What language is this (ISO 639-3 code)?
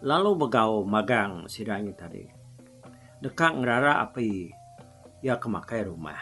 iba